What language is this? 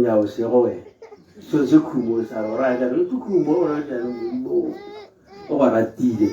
Tswana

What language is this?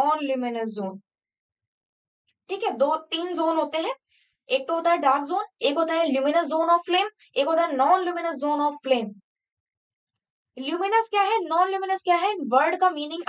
Hindi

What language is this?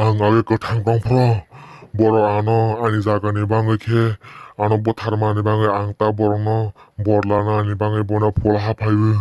Kok Borok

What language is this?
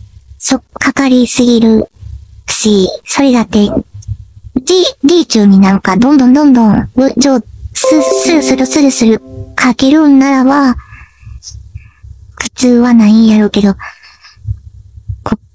Japanese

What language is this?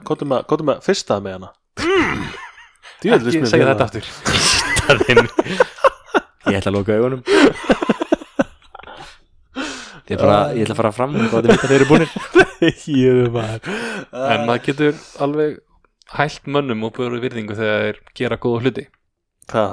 Icelandic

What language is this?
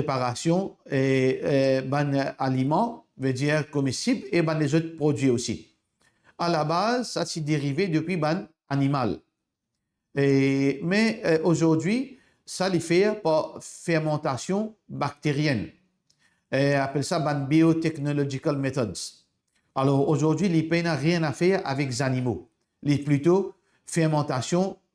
Morisyen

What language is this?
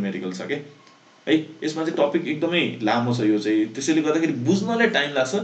Nepali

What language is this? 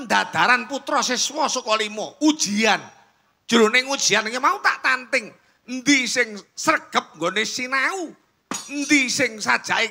Javanese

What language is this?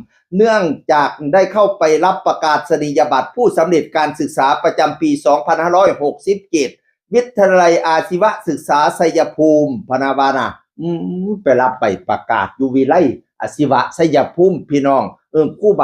Northeastern Thai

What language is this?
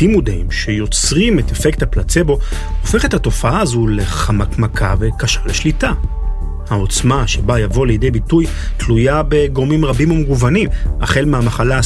Hebrew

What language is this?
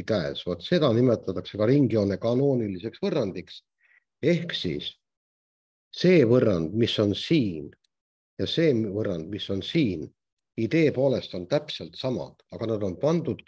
Estonian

